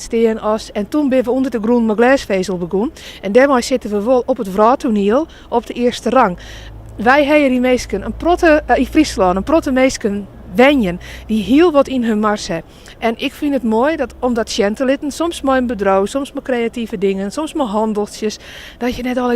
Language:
Western Frisian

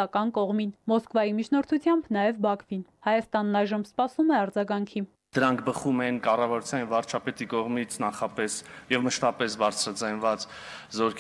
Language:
Armenian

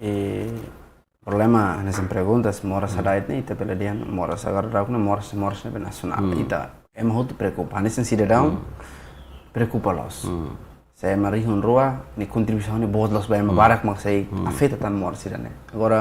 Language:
Tetum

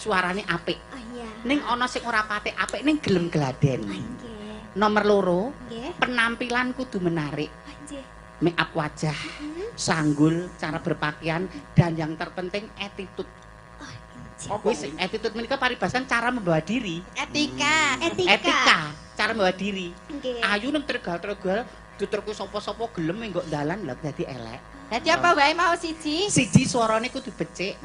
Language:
Javanese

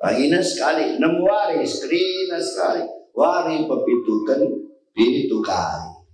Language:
Batak Karo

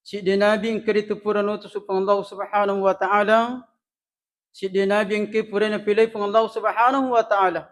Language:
Buginese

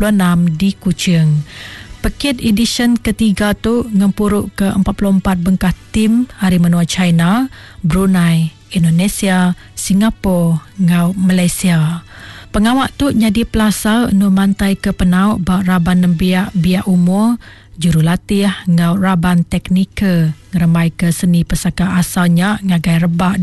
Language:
Iban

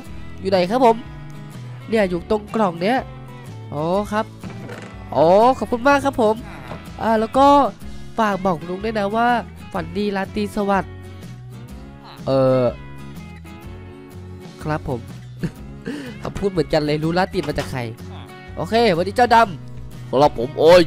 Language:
Thai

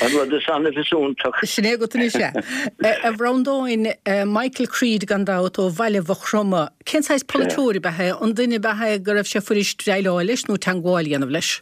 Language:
Irish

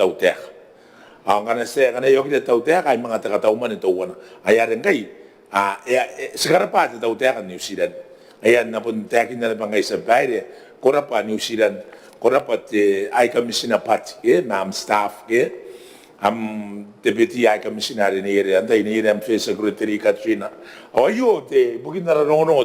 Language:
Gilbertese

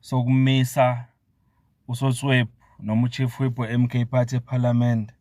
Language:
Zulu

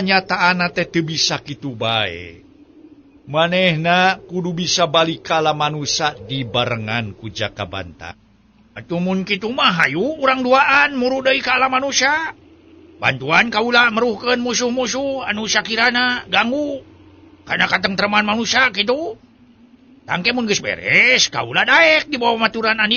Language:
Sundanese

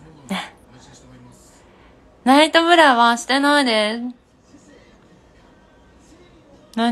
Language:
Japanese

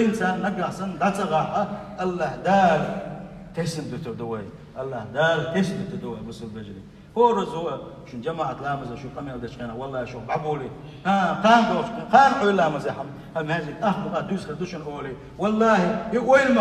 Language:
Chechen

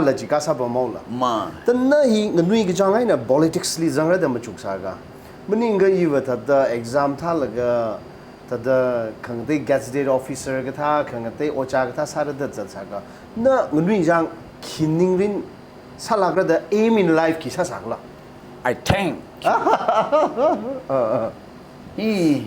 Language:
Tangkhul Naga (India)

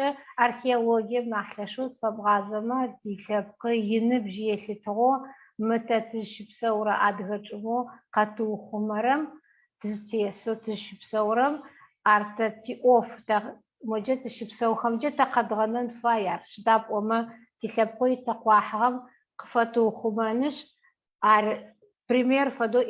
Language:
Adyghe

